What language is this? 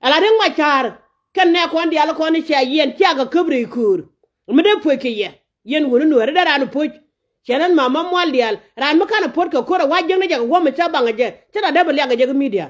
Nuer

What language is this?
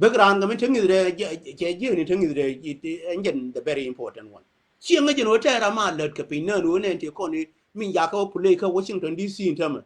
Nuer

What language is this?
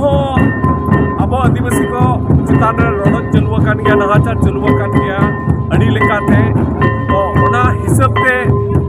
Santali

